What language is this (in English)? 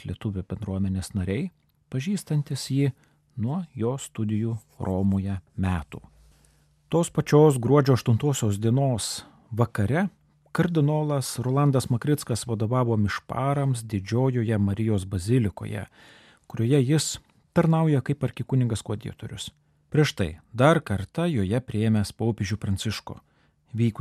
Lithuanian